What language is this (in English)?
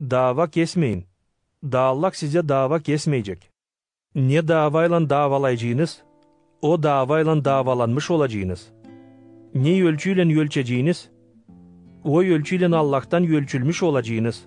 Gagauz